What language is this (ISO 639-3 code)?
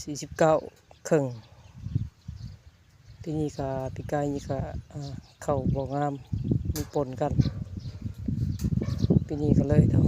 lao